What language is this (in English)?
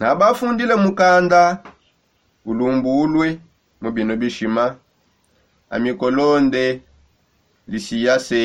Songe